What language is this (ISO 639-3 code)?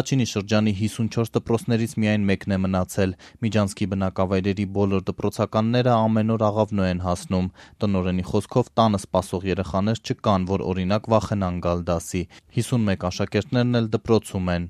hye